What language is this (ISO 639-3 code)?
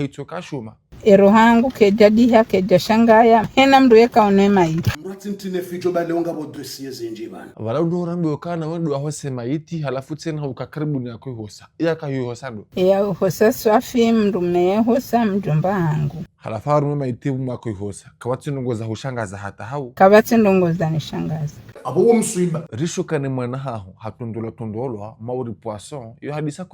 zdj